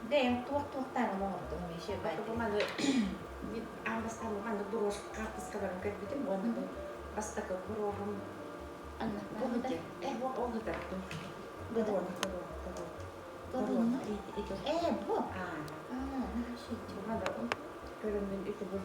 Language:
Yakut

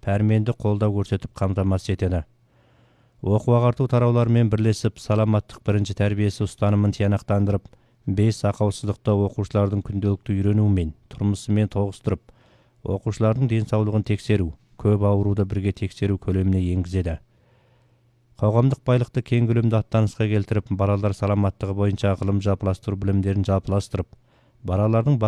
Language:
Kazakh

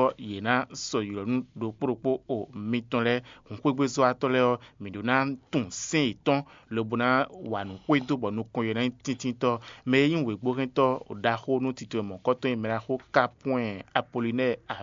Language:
Fon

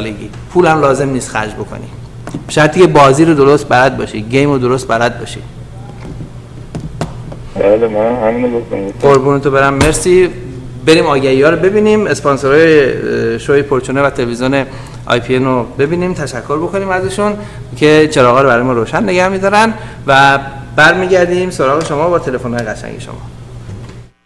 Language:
Persian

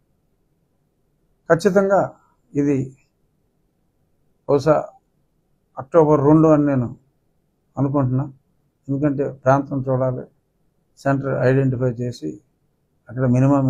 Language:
Telugu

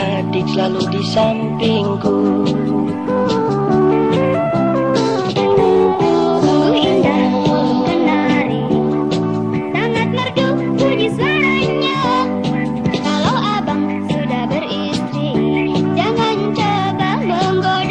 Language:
Indonesian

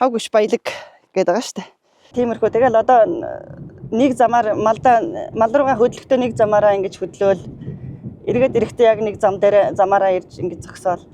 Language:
Mongolian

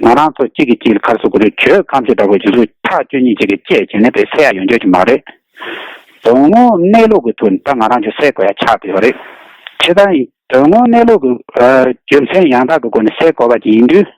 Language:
Tibetan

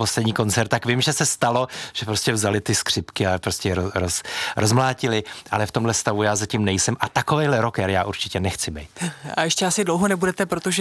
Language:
Czech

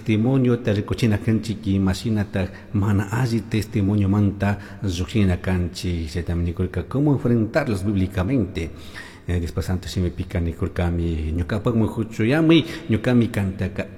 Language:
Chimborazo Highland Quichua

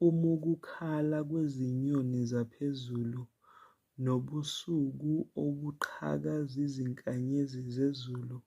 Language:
Zulu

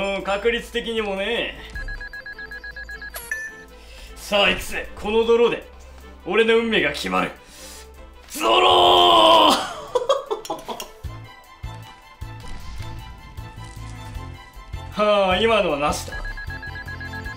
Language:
Japanese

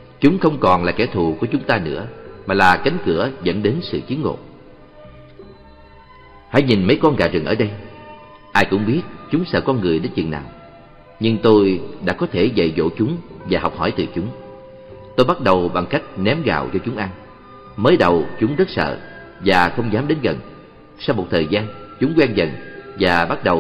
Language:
Vietnamese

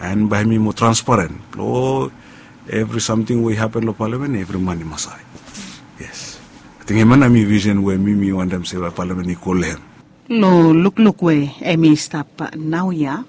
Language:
Bislama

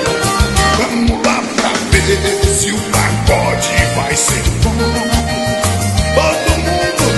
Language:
Portuguese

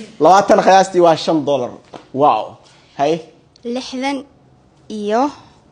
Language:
Somali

